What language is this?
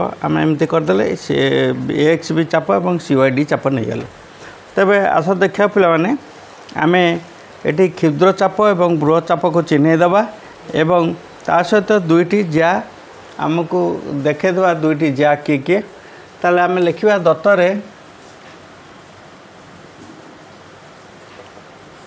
Odia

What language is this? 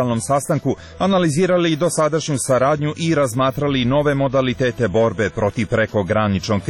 Serbian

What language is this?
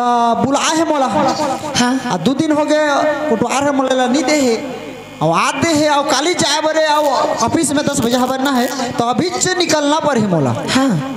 Chhattisgarhi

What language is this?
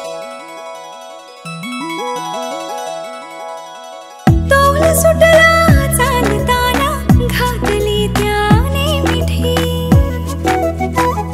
Marathi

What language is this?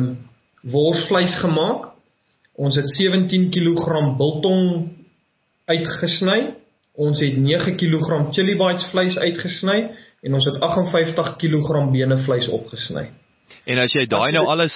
Afrikaans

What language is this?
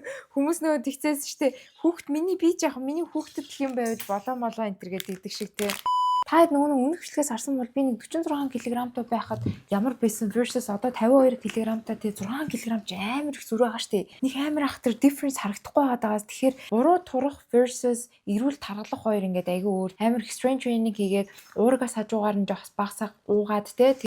Mongolian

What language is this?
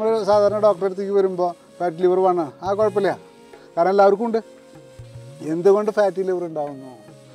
Malayalam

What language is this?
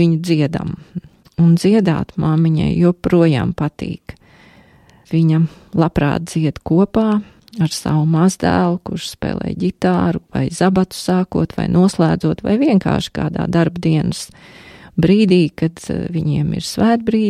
Latvian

